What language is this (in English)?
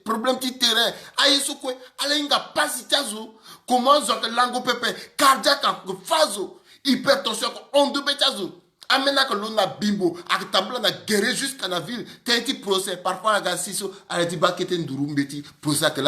Sango